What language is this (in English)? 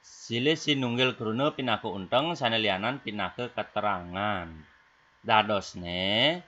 Balinese